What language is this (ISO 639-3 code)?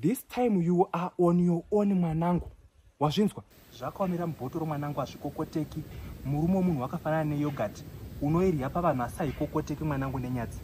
sna